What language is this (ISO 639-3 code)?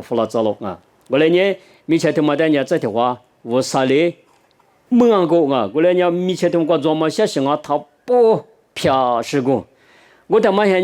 lis